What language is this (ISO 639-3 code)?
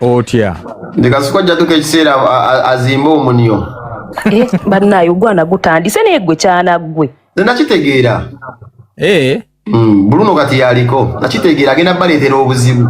lug